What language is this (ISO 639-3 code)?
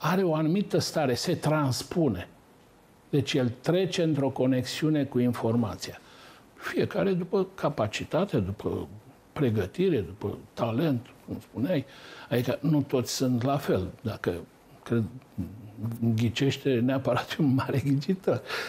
ron